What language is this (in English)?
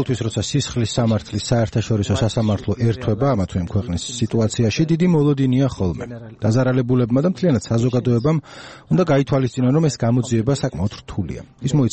Georgian